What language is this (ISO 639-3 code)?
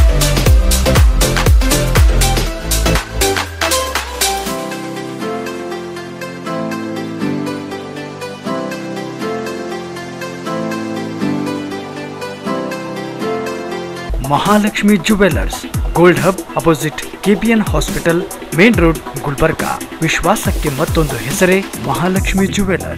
kan